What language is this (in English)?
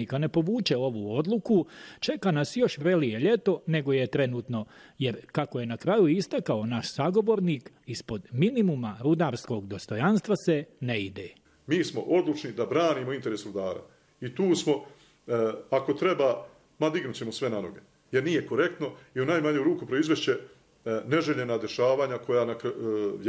Bosnian